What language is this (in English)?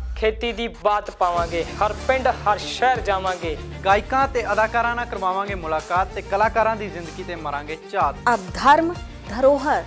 Punjabi